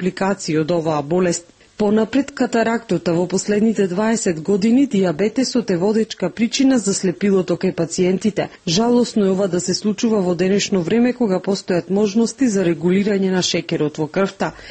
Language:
Macedonian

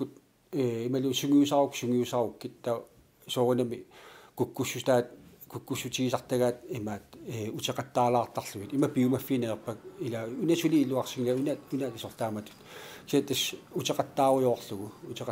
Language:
Kalaallisut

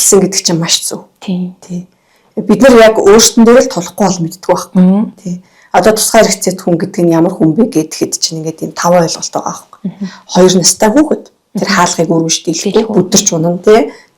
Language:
Mongolian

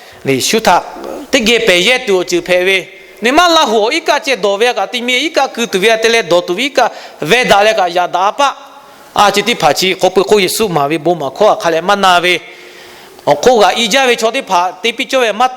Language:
Lahu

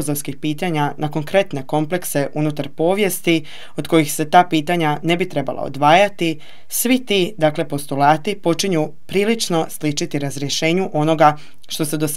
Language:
Croatian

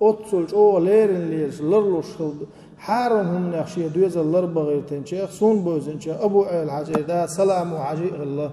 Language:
Chechen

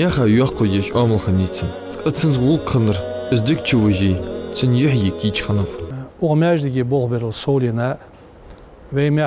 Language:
Ingush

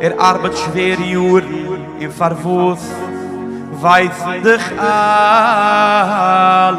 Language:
Yiddish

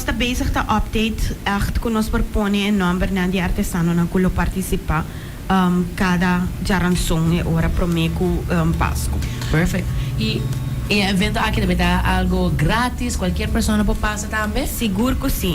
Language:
Papiamento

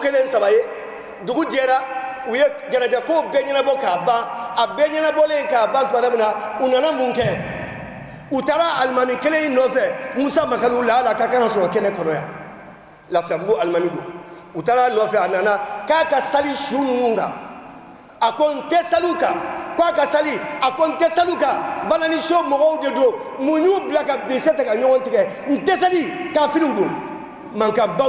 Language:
Bambara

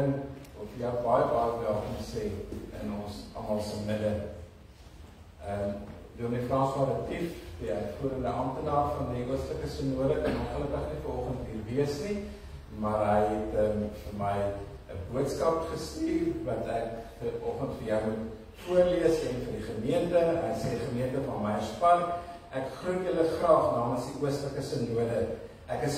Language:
Afrikaans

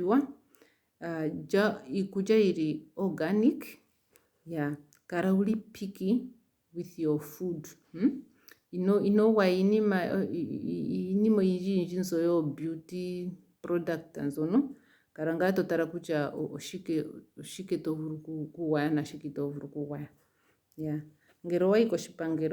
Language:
Ndonga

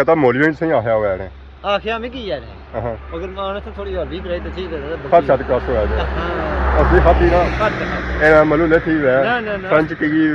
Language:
Pahari-Potwari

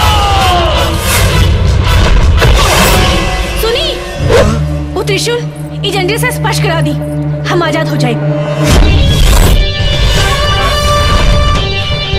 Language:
Bhojpuri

